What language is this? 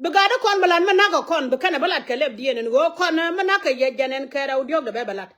Nuer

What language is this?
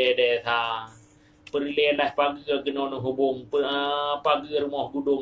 Achinese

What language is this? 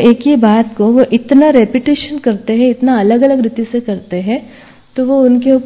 Hindi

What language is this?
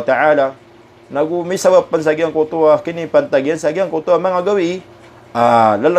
Maranao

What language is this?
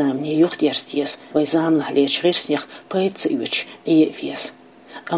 Chechen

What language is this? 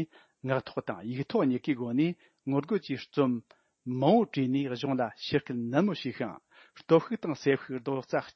Tibetan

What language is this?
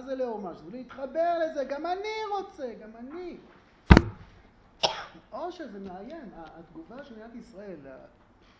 Hebrew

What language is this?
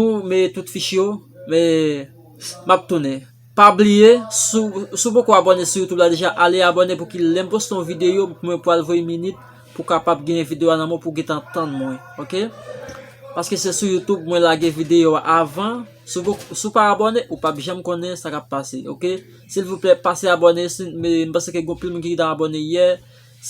Haitian Creole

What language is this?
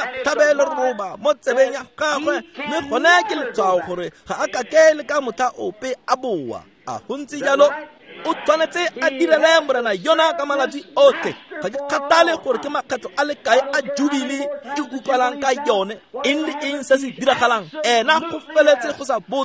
Tswana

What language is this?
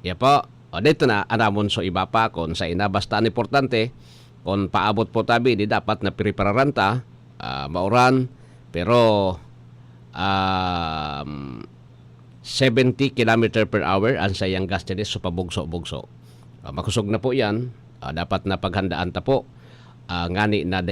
Bikol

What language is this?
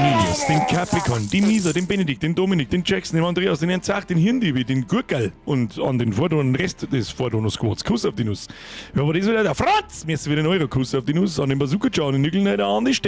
Bavarian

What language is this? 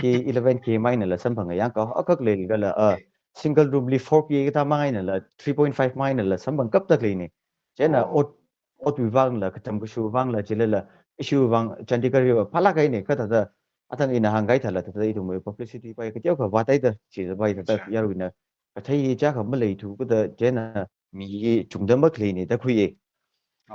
Tangkhul Naga (India)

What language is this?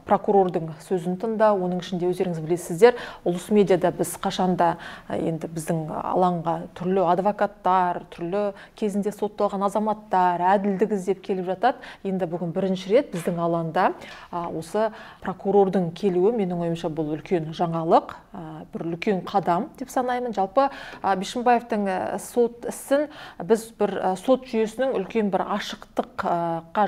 Kazakh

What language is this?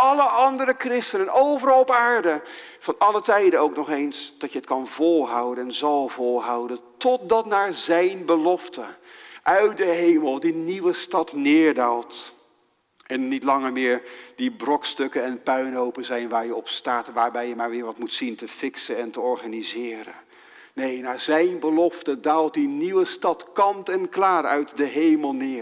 Dutch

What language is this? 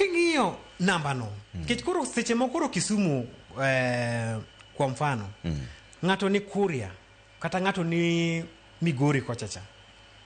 Luo (Kenya and Tanzania)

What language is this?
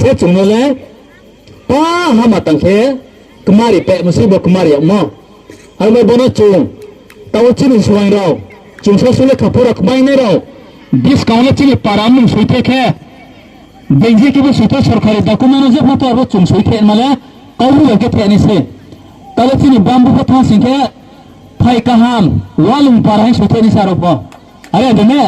Riang (India)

